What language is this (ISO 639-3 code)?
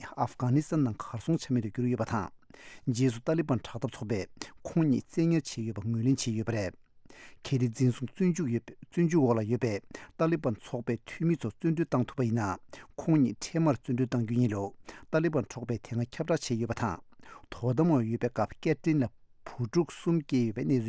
bod